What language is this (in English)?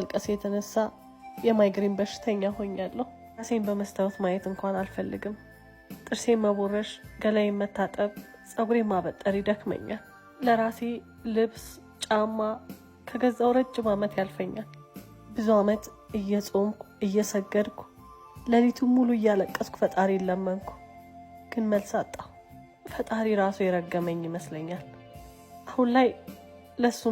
Amharic